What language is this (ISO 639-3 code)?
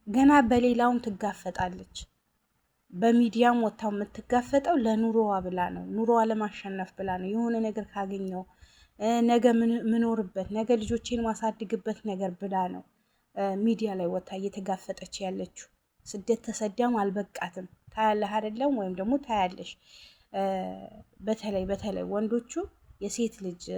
amh